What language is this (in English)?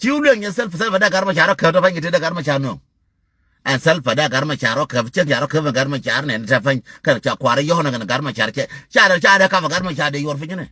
Nuer